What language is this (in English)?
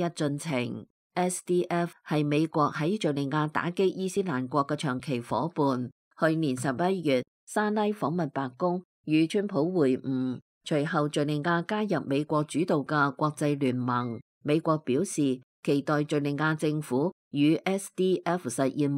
Cantonese